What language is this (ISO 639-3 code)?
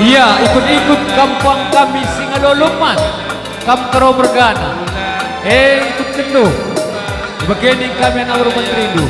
btx